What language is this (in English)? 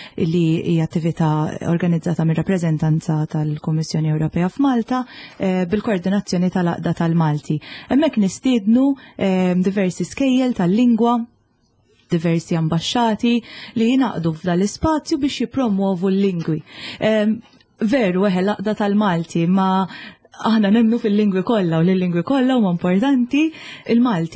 Maltese